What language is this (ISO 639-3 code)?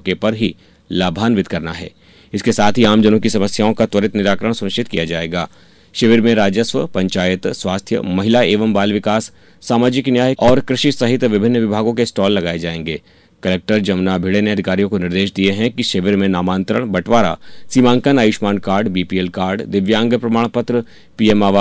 hin